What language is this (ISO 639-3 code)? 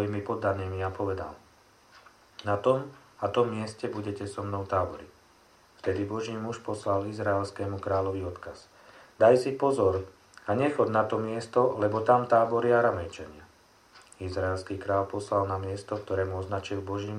slk